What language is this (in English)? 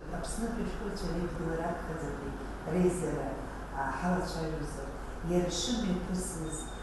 Abkhazian